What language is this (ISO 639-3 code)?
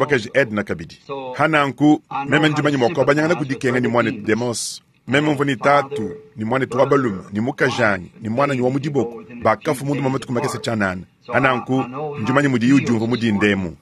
lua